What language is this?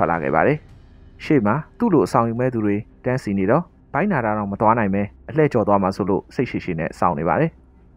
Burmese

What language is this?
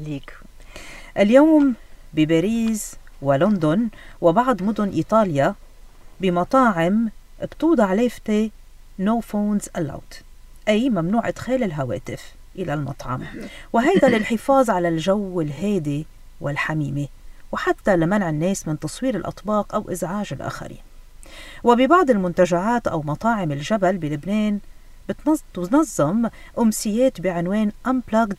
North Levantine Arabic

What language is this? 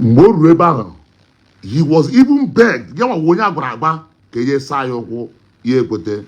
Igbo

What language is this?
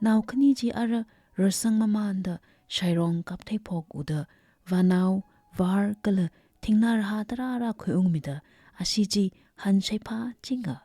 Tangkhul Naga (India)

